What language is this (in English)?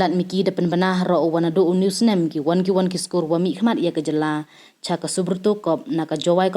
Pnar